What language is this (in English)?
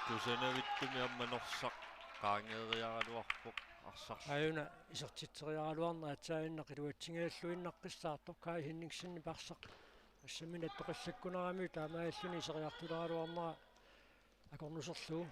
Kalaallisut